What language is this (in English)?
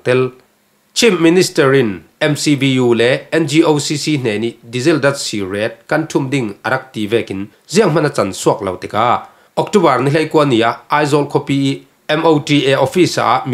Falam Chin